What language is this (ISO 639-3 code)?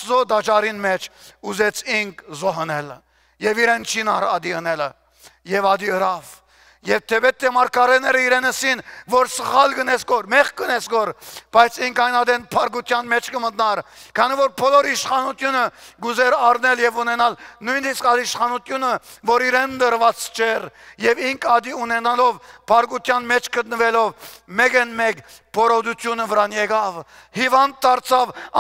hyw